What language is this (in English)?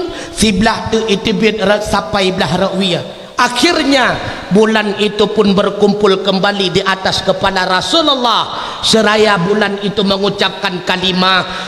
Achinese